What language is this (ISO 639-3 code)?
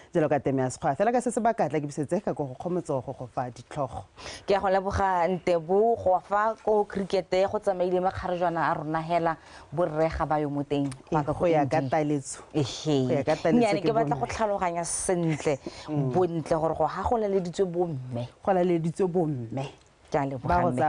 tsn